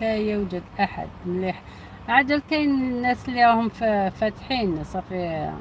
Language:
Algerian Arabic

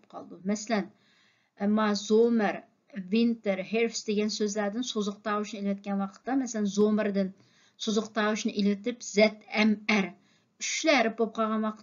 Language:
Uyghur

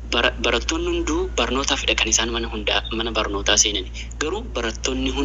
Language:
Oromo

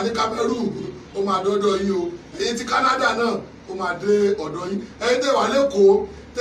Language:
Yoruba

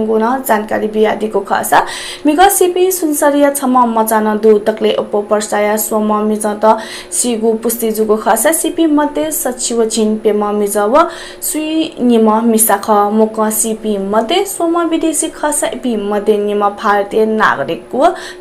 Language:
Newari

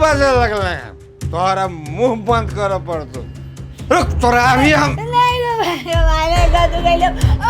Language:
Maithili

